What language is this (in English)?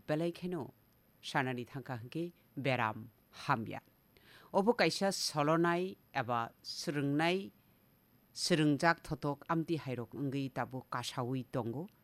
Kok Borok